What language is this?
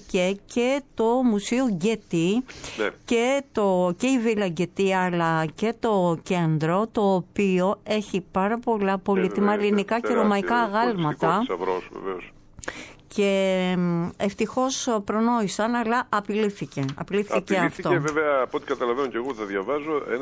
Greek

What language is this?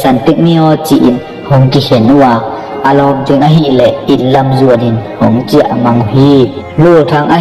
Tedim Chin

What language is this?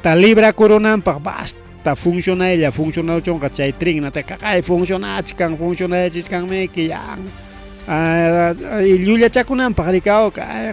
Ayacucho Quechua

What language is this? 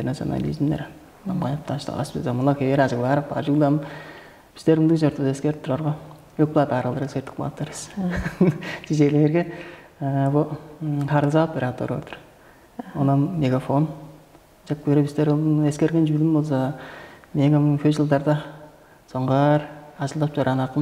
Tuvinian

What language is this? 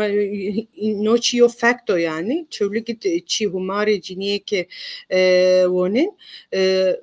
Zaza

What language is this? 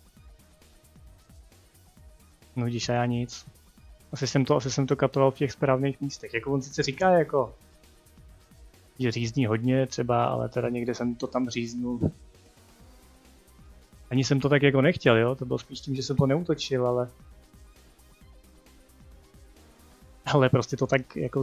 Czech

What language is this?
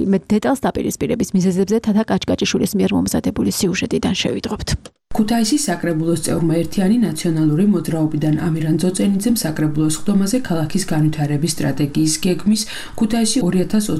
Georgian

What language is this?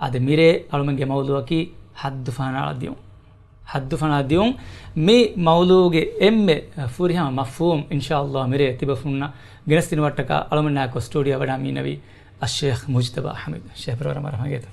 Divehi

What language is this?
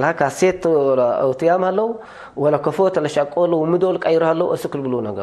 Tigre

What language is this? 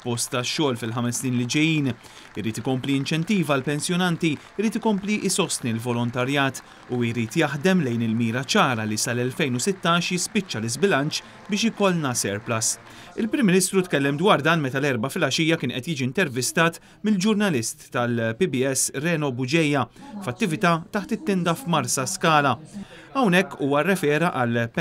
Maltese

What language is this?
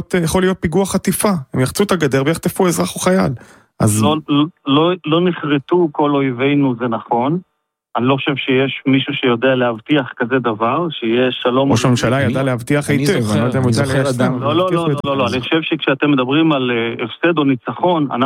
Hebrew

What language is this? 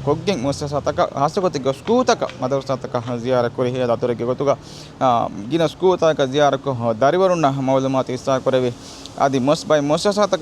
Divehi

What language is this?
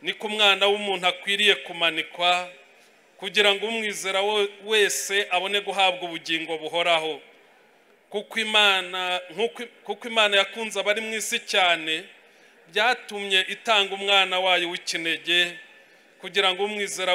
Kinyarwanda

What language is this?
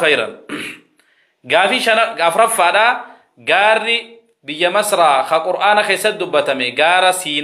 Oromo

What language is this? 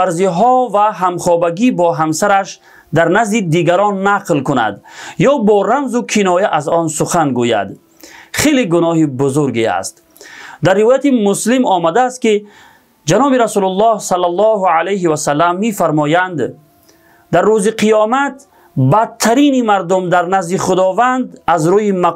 Tajik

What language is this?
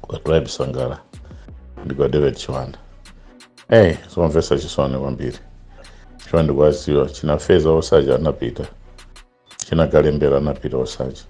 Nyanja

